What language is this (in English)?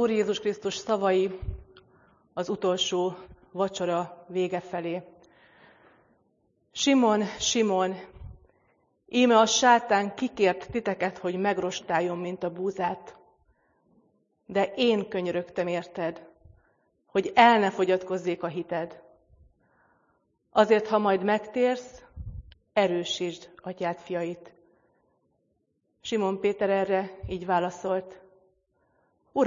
Hungarian